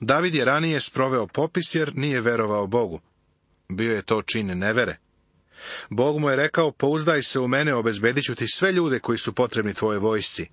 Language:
Serbian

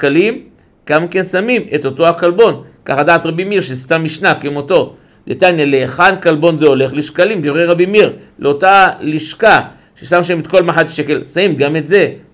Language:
Hebrew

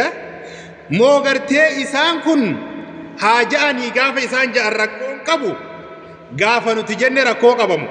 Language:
Oromo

